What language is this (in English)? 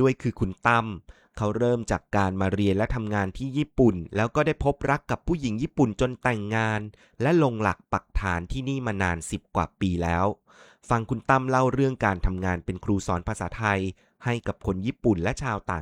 Thai